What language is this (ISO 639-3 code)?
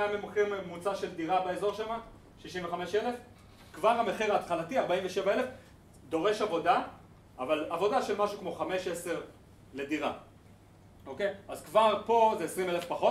heb